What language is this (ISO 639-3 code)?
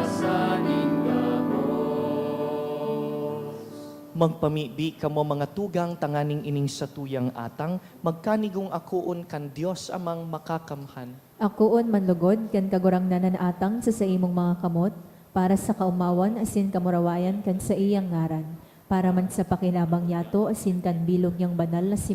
bik